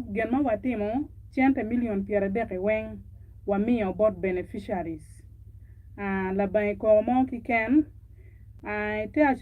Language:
Acoli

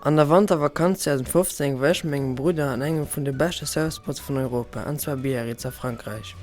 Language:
Luxembourgish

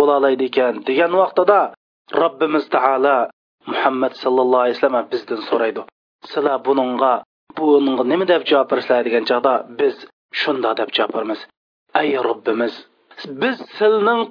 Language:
Uyghur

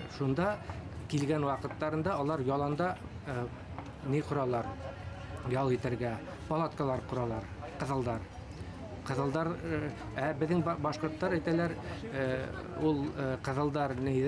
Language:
Bashkir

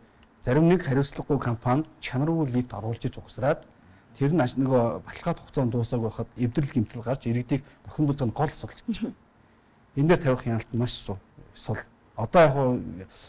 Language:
Mongolian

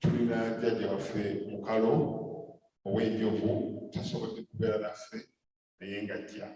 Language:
Ganda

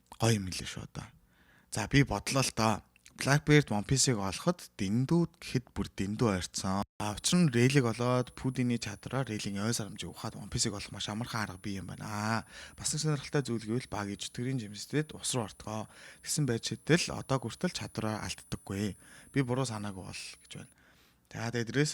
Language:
Mongolian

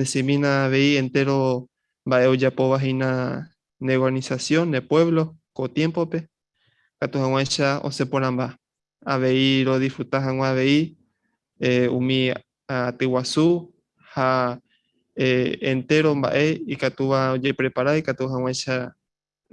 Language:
Guarani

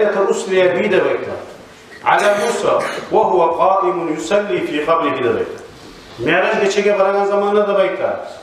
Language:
Kumyk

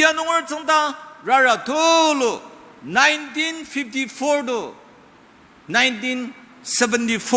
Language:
Ao Naga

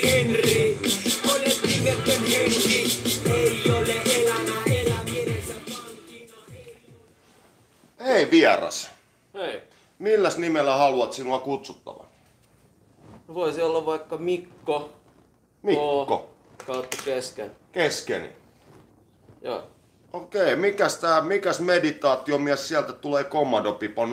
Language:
Finnish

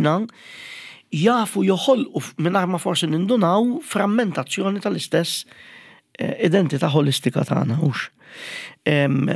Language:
Maltese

